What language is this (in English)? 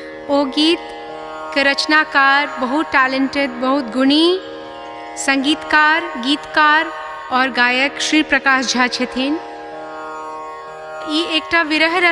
Maithili